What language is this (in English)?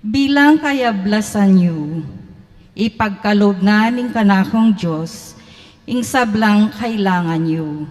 Pampanga